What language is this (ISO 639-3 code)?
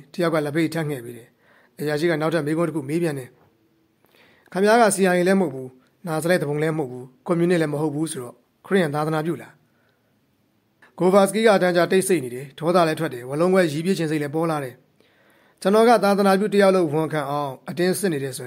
mya